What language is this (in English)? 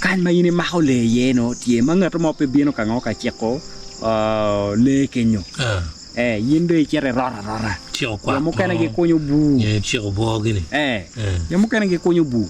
Acoli